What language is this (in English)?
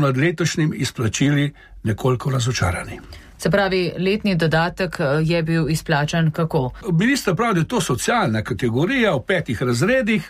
Slovenian